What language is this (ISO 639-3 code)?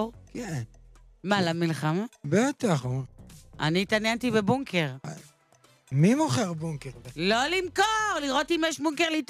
heb